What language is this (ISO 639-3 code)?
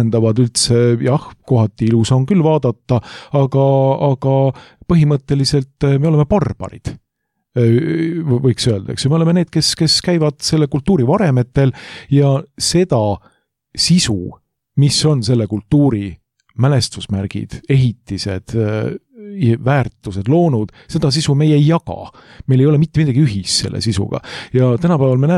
est